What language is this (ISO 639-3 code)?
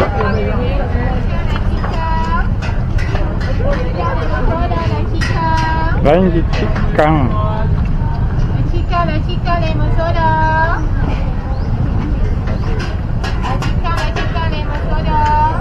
msa